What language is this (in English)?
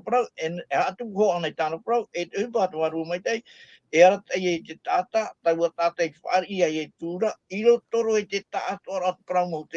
Tahitian